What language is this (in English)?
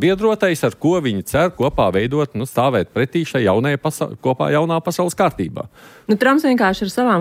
Latvian